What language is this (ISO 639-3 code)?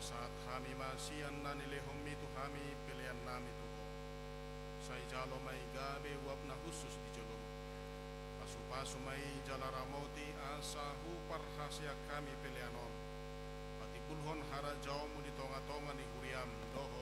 bbc